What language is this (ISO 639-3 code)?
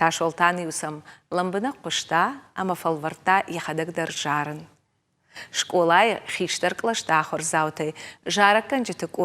oss